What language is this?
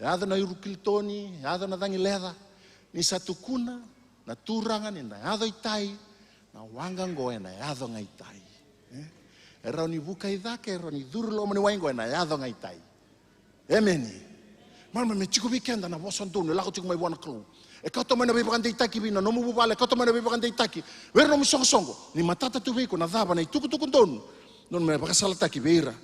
Fijian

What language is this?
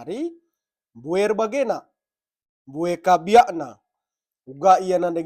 Batak Karo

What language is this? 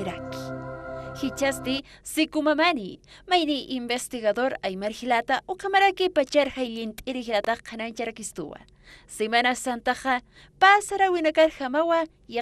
Aymara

